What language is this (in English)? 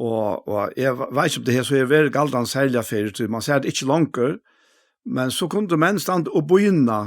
Faroese